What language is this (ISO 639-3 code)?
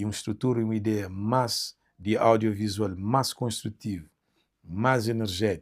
kea